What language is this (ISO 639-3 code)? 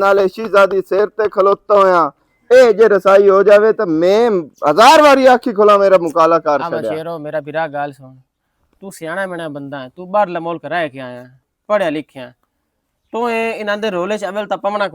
lah